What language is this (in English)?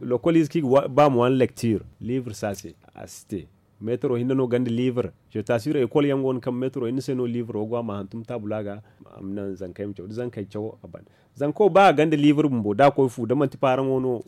Zarma